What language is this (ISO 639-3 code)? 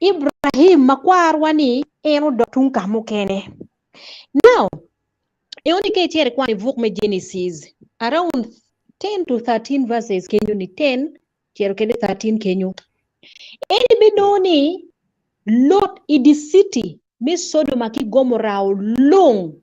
ach